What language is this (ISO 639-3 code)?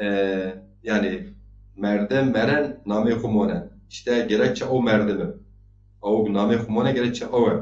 zza